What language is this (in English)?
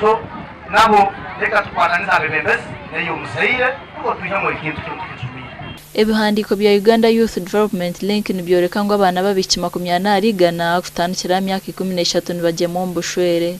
Nyankole